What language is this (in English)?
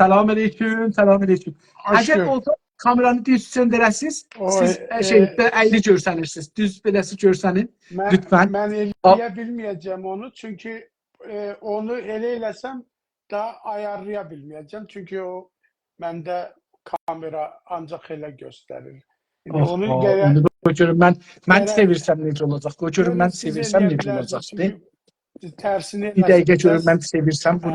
South Azerbaijani